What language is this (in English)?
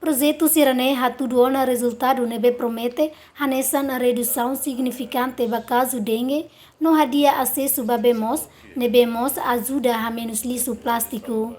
Tetum